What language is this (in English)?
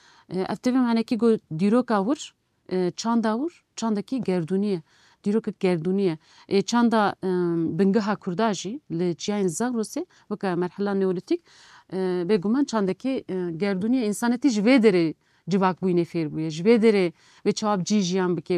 Kurdish